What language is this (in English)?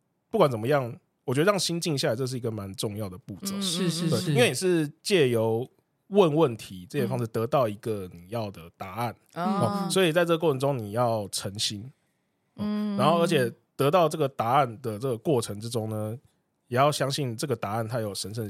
Chinese